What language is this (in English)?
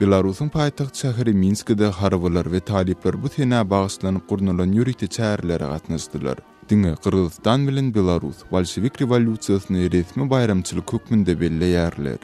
Turkmen